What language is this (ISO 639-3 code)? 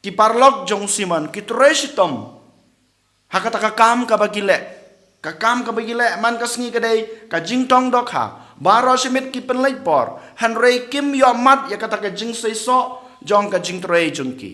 kha